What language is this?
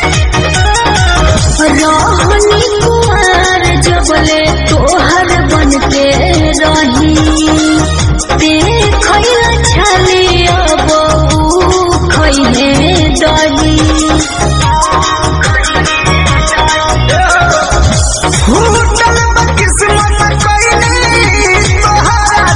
Bhojpuri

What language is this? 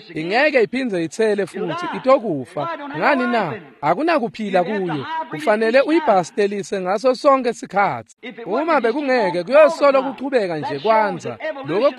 Swati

